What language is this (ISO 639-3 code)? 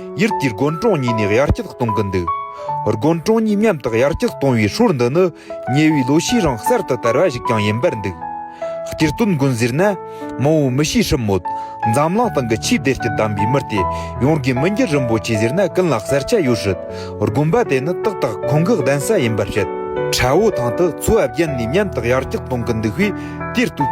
bod